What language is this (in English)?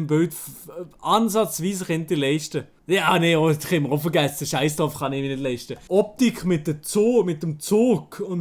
Swiss German